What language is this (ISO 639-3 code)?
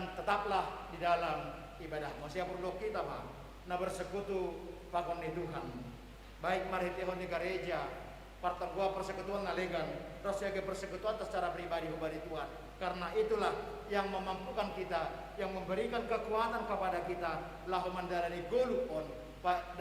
bts